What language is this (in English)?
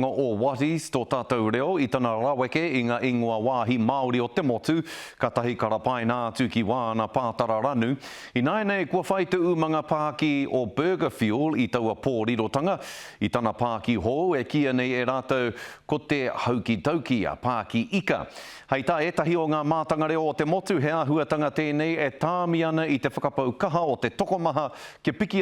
Māori